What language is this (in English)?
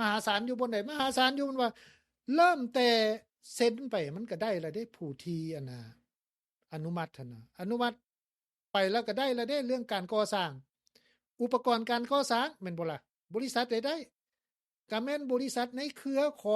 Lao